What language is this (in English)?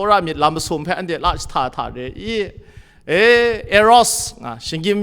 Kachin